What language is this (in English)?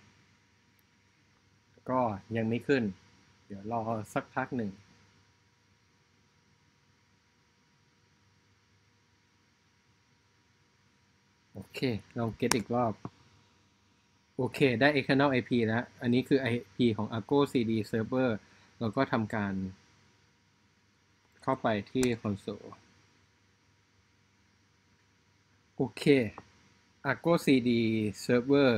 Thai